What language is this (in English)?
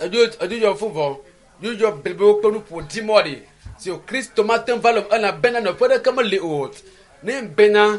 Ewe